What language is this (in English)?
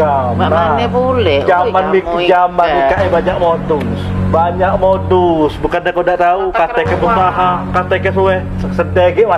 Musi